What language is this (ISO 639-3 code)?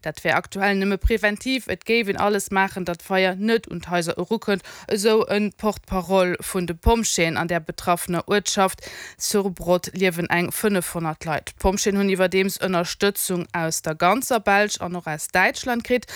ltz